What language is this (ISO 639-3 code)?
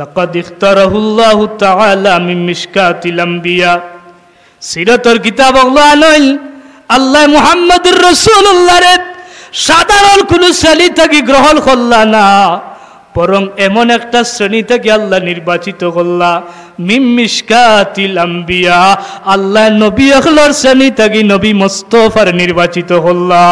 syl